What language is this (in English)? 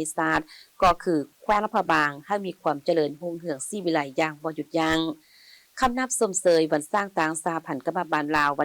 Lao